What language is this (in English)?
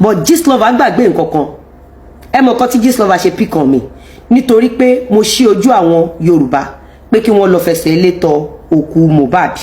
Yoruba